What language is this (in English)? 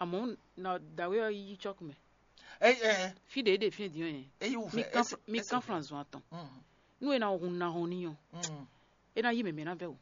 Fon